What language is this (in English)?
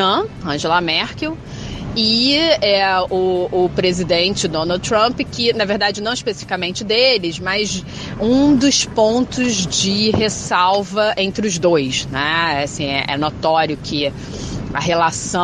Portuguese